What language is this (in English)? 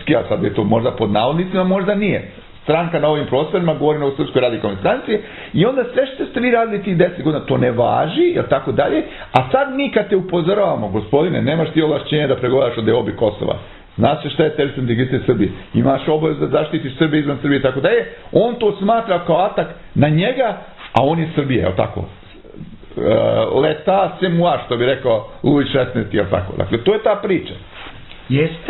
Serbian